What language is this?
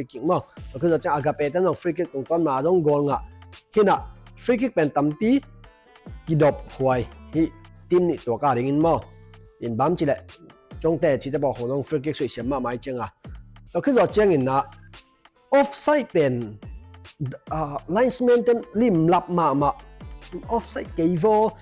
Tedim Chin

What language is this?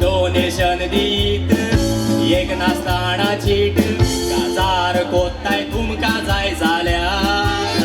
Konkani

